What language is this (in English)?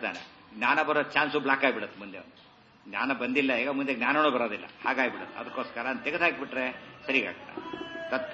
Kannada